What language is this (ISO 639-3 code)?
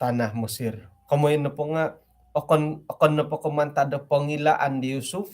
dtp